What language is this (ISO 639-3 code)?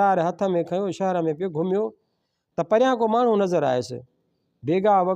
snd